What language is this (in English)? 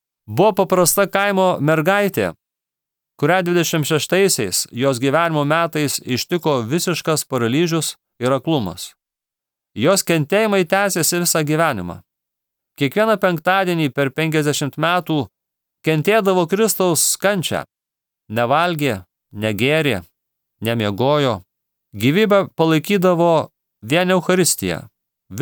Lithuanian